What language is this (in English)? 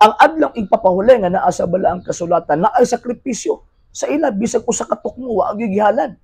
Cebuano